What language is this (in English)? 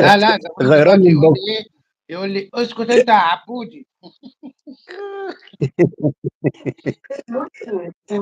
Egyptian Arabic